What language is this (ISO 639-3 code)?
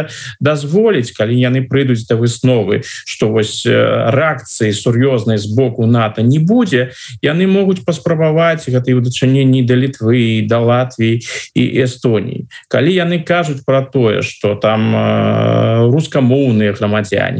bel